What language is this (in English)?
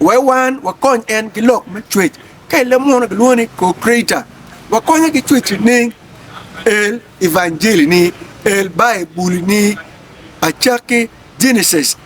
Acoli